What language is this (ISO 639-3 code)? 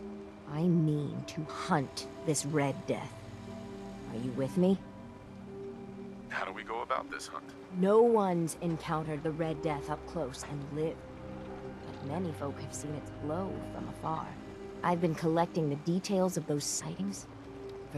eng